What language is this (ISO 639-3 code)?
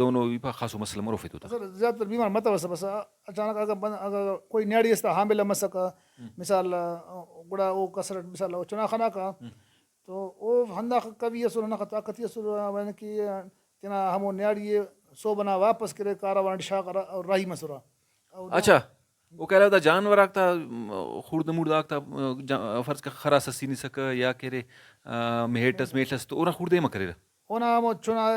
brh